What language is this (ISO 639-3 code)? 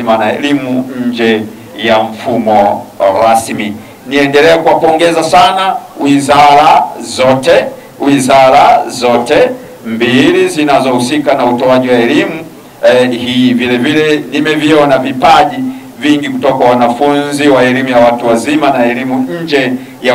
swa